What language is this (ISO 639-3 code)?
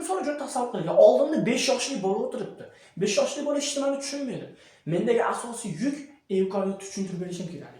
uzb